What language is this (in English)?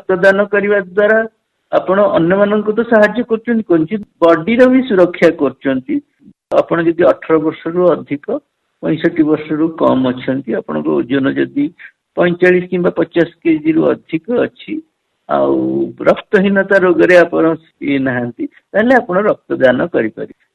Odia